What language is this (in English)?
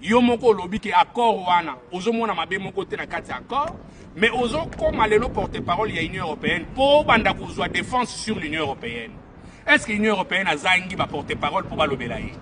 Lingala